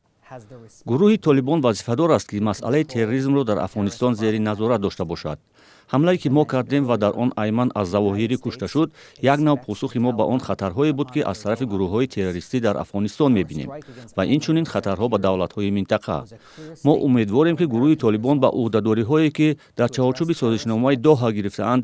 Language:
Tajik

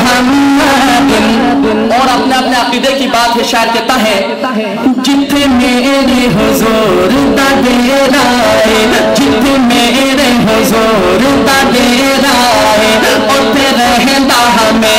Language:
Urdu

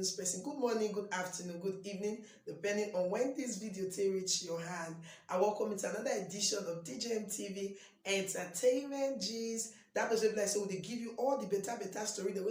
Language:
Nigerian Pidgin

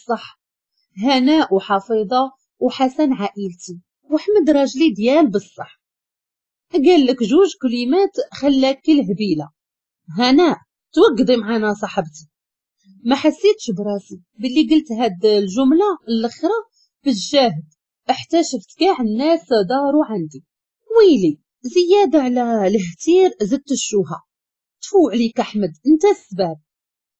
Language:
Moroccan Arabic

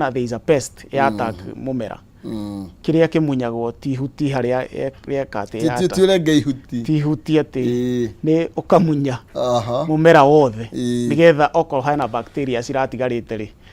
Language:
Kikuyu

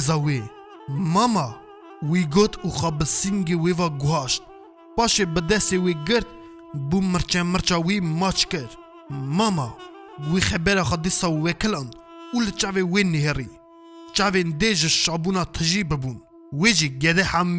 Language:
Kurdish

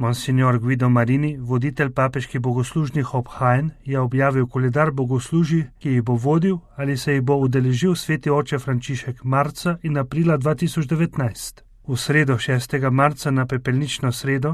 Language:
Slovenian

